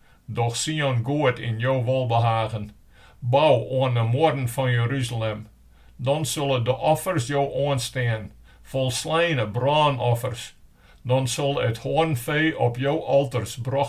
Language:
Western Frisian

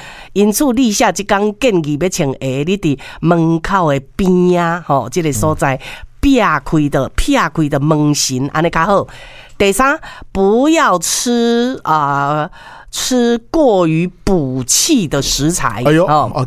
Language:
Min Nan Chinese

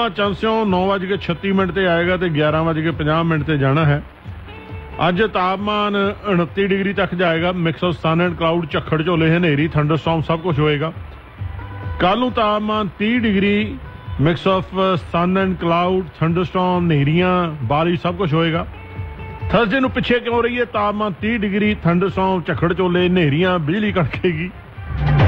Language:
Punjabi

